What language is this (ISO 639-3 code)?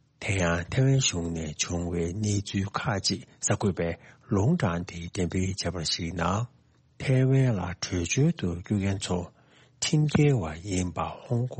bod